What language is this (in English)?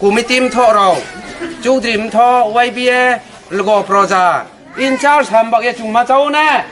Riang (India)